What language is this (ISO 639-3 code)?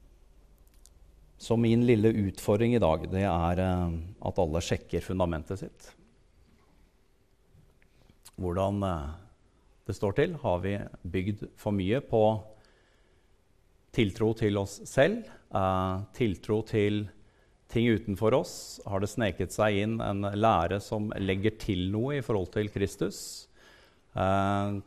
nor